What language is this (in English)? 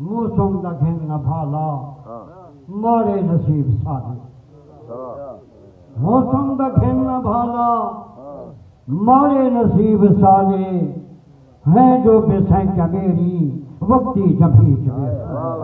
Saraiki